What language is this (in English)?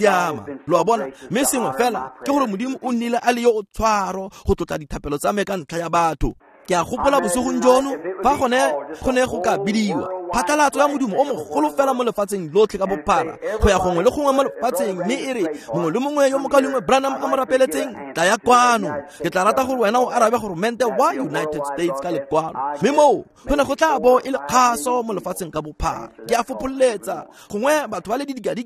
Tswana